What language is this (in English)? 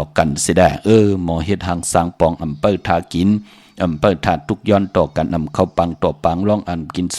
Shan